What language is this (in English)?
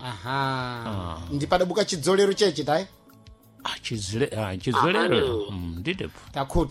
Sena